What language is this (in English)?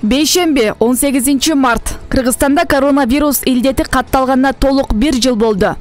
Kyrgyz